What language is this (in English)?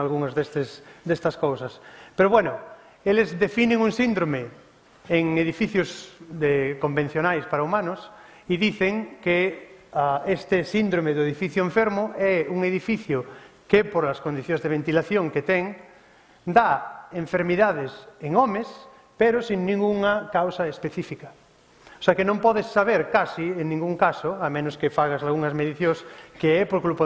Galician